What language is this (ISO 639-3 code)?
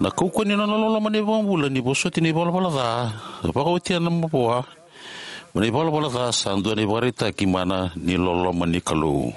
fij